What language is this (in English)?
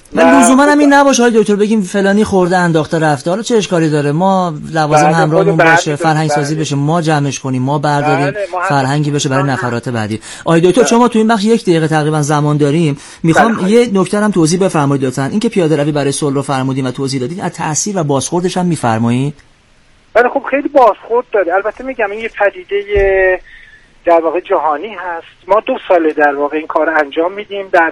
Persian